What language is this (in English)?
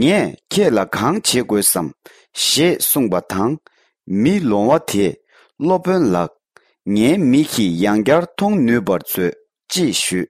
Tibetan